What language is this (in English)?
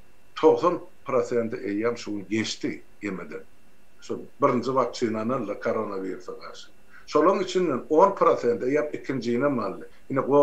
Turkmen